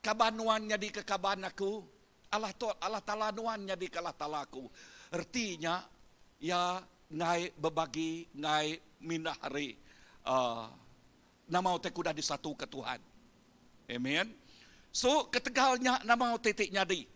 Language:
Iban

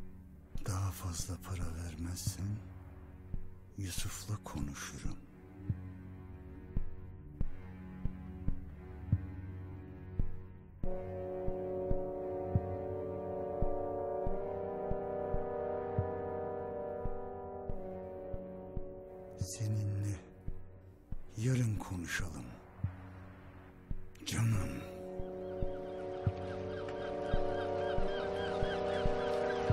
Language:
Turkish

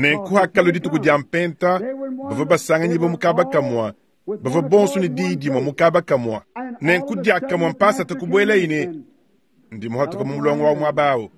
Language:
Luba-Lulua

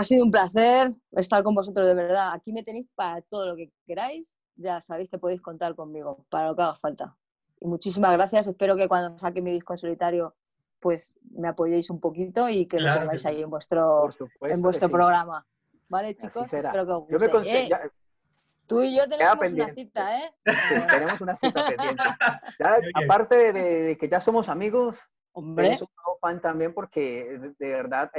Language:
Spanish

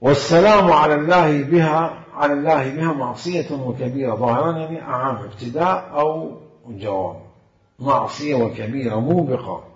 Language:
Mesopotamian Arabic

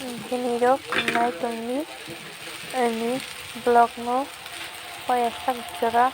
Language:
Kok Borok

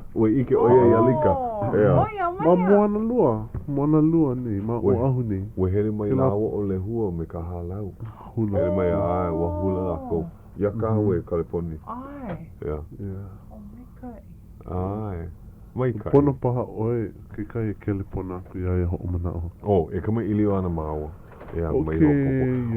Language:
Hawaiian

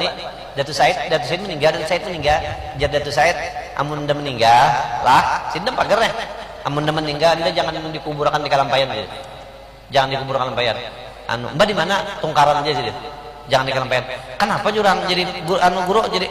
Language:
Banjar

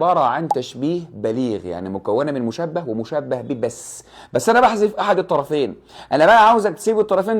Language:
Egyptian Arabic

